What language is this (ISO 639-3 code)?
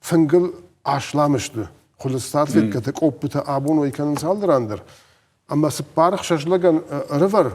oss